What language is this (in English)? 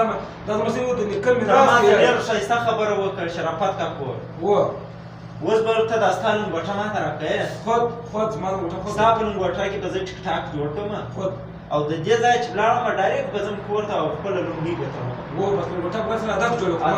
Pashto